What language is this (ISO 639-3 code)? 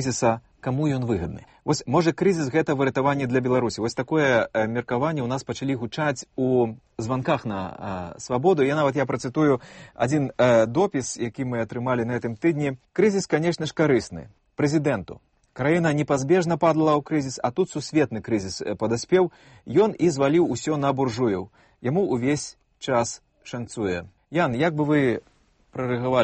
bel